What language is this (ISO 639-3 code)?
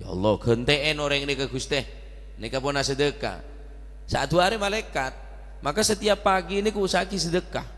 mad